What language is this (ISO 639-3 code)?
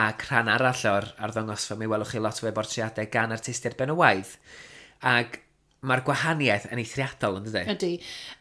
cym